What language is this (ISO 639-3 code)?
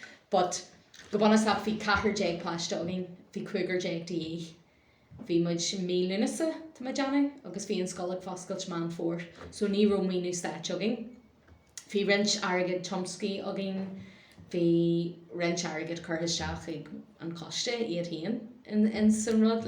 gle